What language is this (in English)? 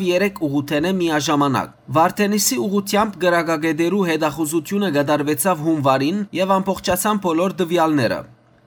Western Armenian